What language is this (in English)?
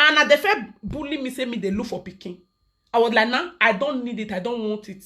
Nigerian Pidgin